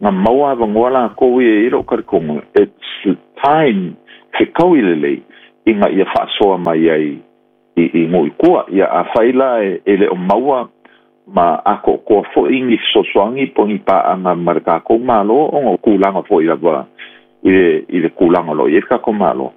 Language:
Samoan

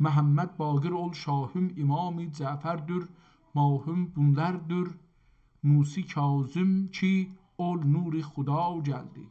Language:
South Azerbaijani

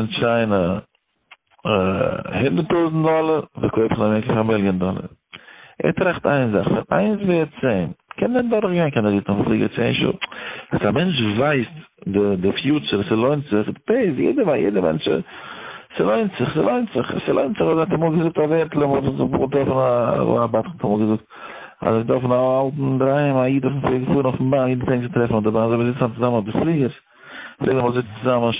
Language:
Yiddish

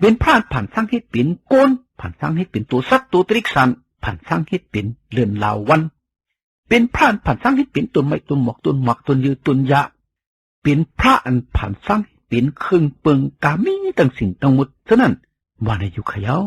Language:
Shan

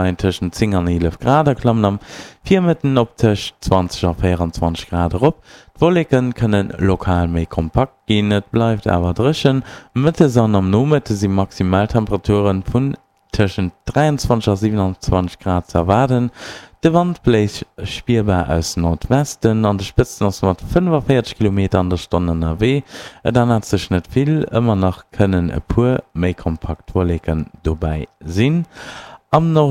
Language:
Luxembourgish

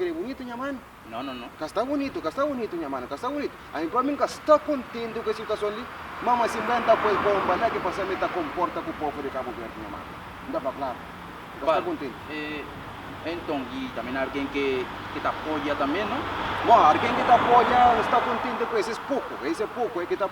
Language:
Kabuverdianu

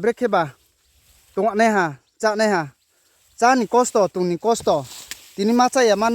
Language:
Riang (India)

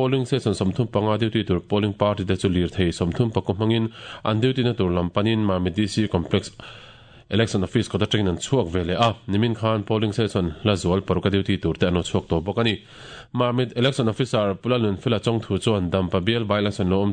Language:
Mizo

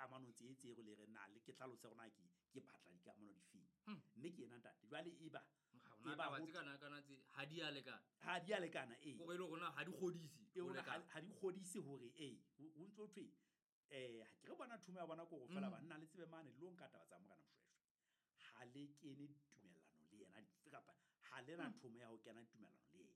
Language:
Southern Sotho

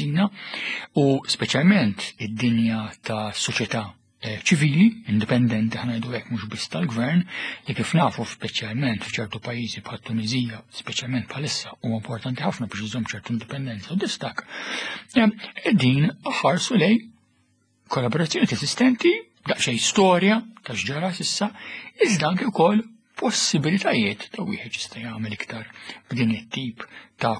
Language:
Maltese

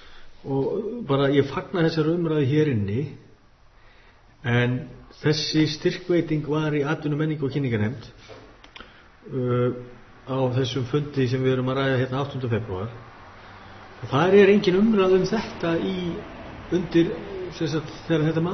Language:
Icelandic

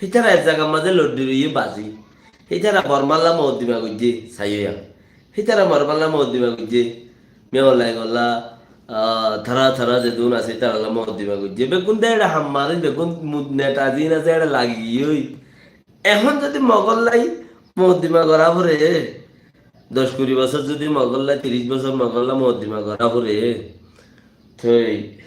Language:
Rohingya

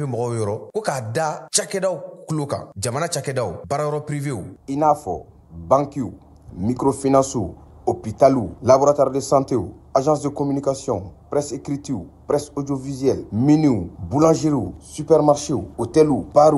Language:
Bambara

